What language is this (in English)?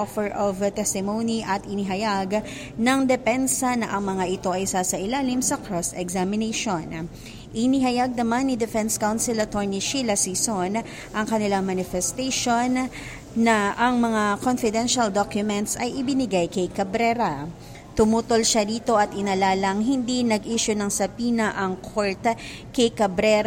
Filipino